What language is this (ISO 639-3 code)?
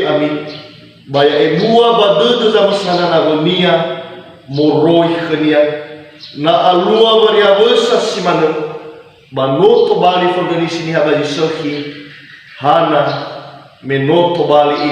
nia